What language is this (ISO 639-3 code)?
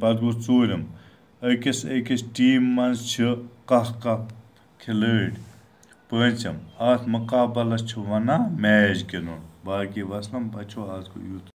kas